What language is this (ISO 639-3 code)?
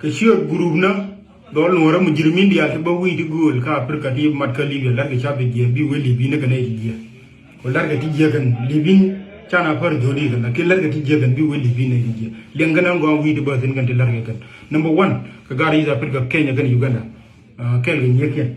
nus